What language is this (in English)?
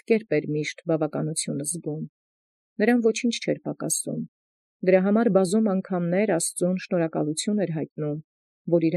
Armenian